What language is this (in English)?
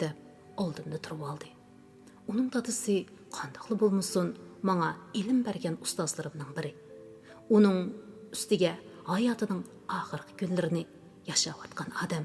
Uyghur